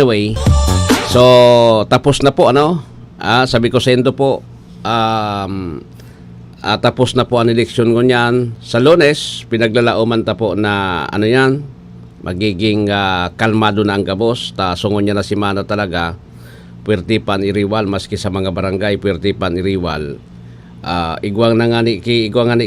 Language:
Bikol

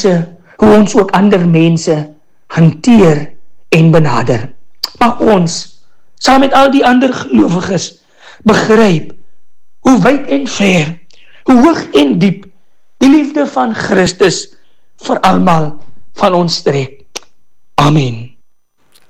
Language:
Afrikaans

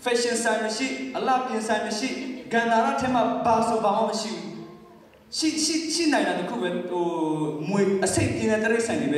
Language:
Burmese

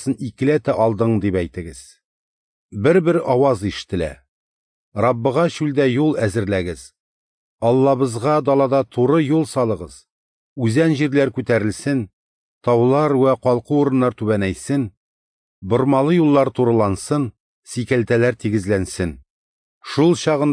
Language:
Tatar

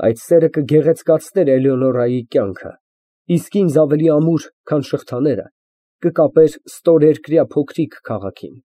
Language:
Armenian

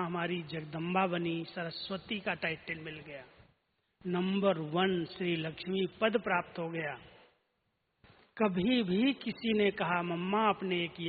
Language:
Hindi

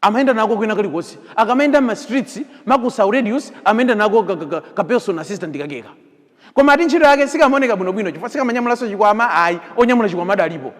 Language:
Nyanja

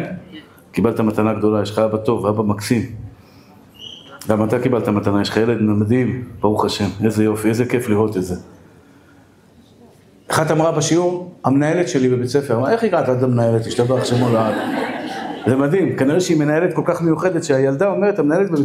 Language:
Hebrew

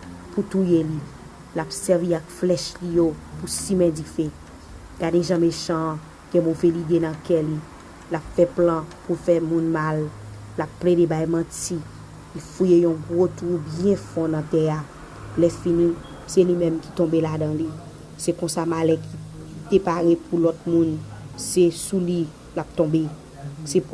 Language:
Haitian Creole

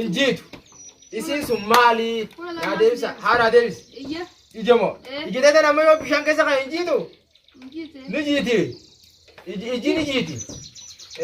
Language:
Oromo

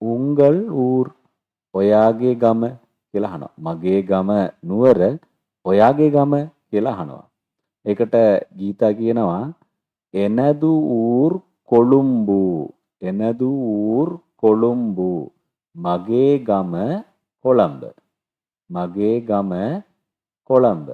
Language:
Sinhala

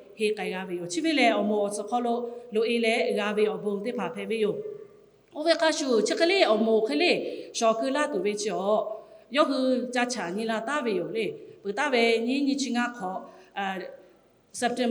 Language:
Lahu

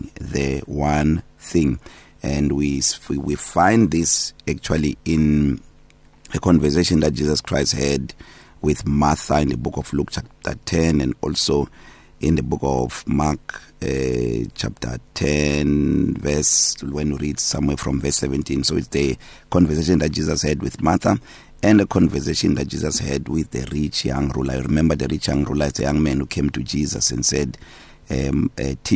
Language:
English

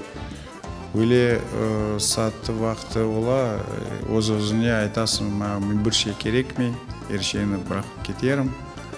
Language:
Crimean Tatar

